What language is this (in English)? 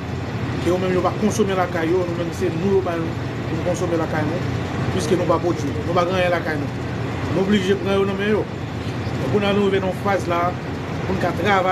Haitian Creole